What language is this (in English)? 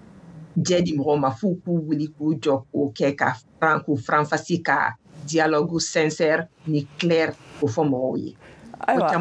Bambara